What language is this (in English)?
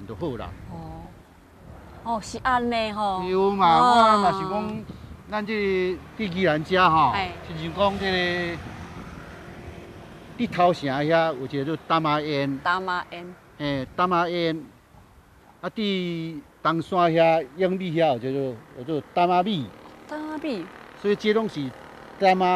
Min Nan Chinese